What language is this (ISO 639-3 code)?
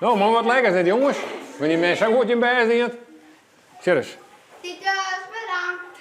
fry